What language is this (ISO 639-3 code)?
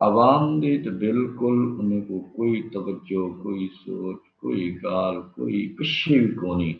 skr